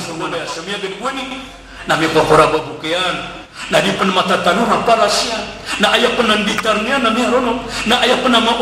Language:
Maranao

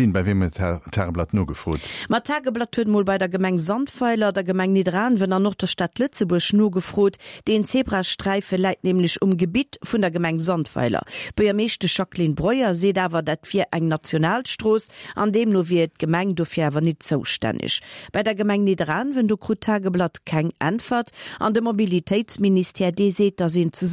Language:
Luxembourgish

